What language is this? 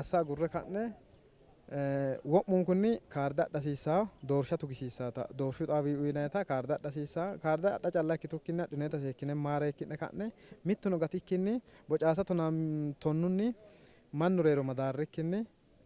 Sidamo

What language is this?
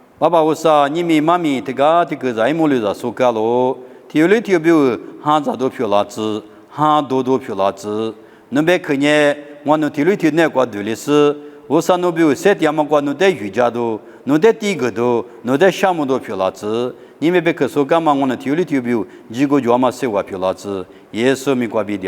Lisu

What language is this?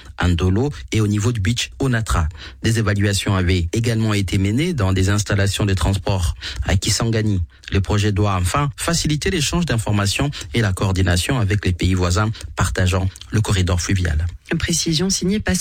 French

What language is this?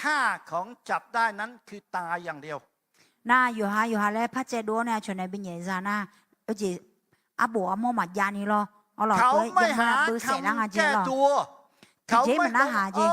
Akha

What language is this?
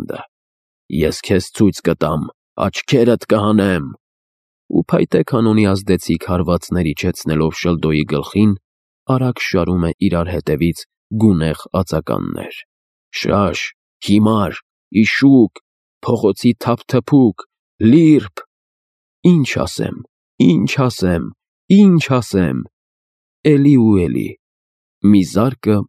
Armenian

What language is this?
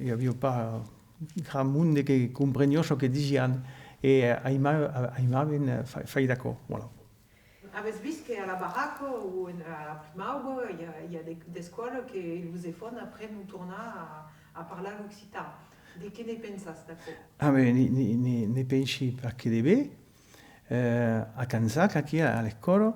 Occitan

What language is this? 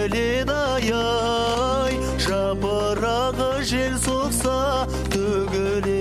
Kazakh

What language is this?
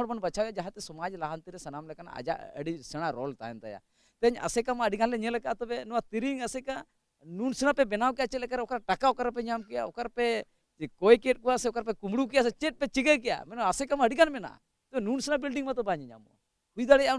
Santali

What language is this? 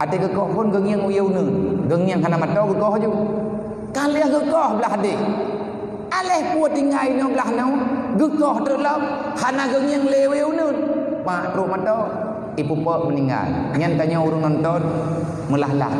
Achinese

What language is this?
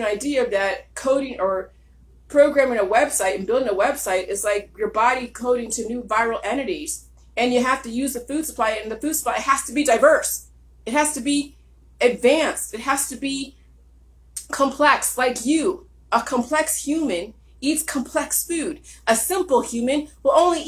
English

